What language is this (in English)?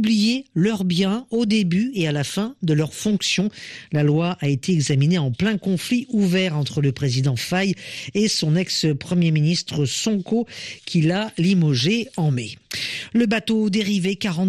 French